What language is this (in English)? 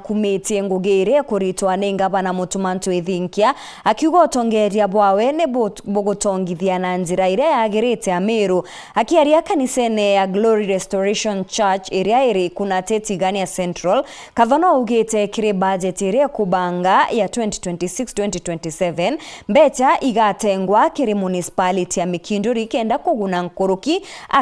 Meru